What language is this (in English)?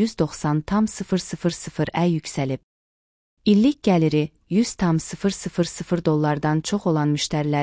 Azerbaijani